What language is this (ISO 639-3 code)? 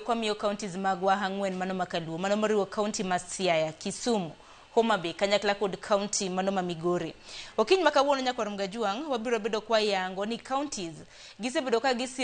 luo